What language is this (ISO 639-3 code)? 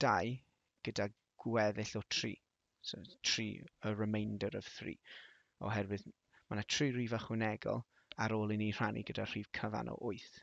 cym